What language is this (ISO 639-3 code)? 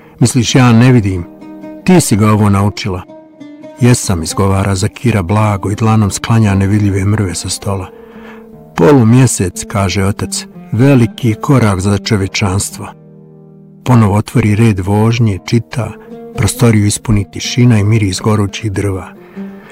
bos